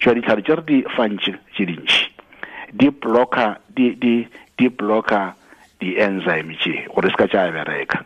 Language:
Tswana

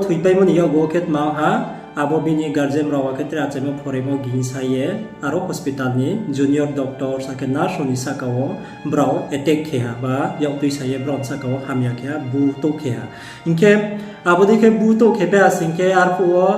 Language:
Riang (India)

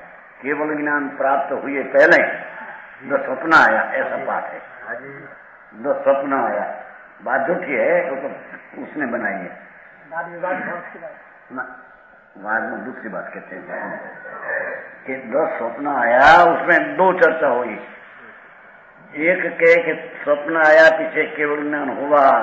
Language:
Hindi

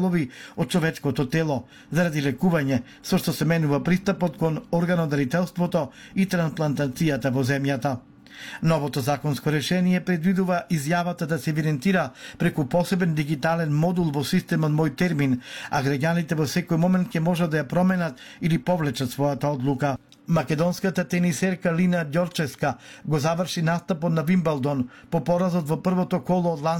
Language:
Macedonian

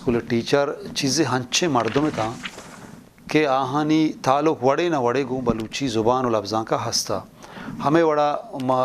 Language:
Eastern Balochi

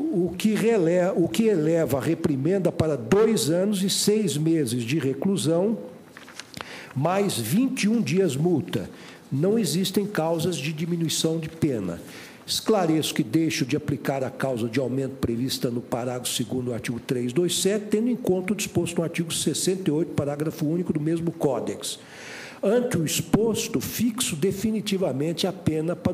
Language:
Portuguese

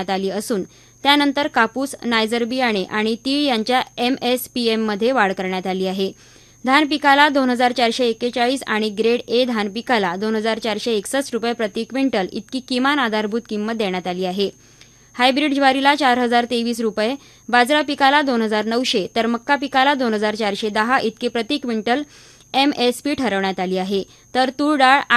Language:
Marathi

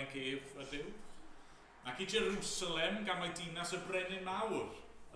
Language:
Welsh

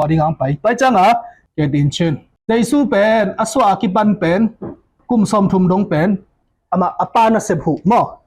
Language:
Tedim Chin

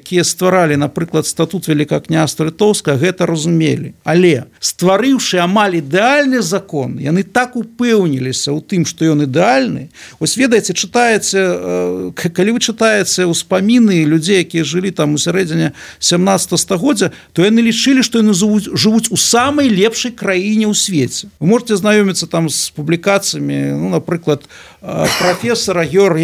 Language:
Belarusian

